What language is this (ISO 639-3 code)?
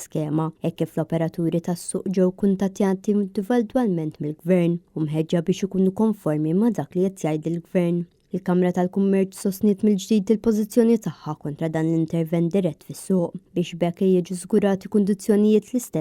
mlt